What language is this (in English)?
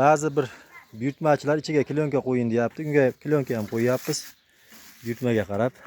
Uzbek